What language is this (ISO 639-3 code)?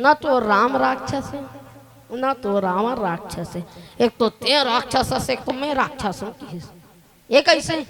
hne